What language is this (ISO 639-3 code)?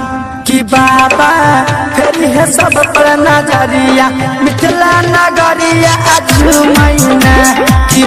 mai